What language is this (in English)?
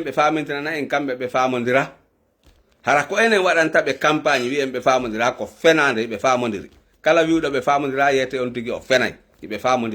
Fula